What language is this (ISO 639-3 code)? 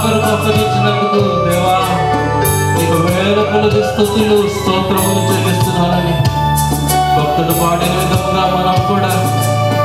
tel